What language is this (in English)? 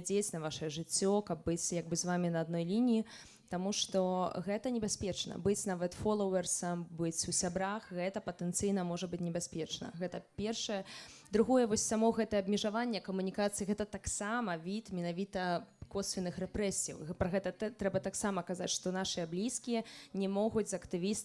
Belarusian